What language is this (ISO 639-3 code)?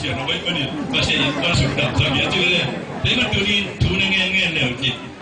ctd